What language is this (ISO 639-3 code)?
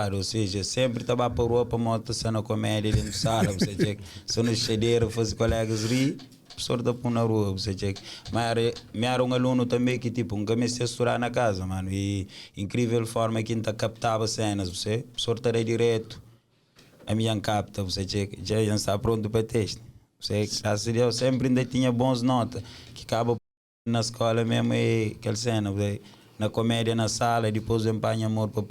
kea